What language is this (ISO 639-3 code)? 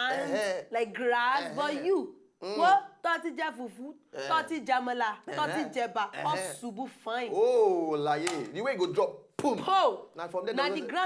pcm